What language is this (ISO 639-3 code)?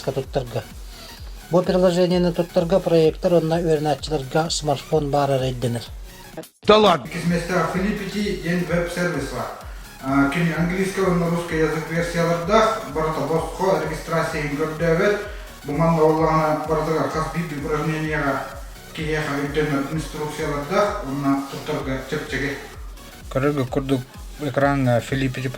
sah